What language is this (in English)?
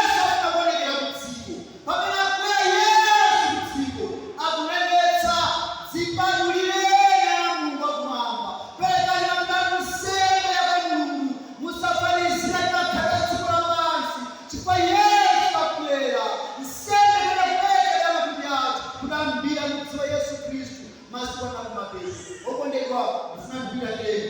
Nyanja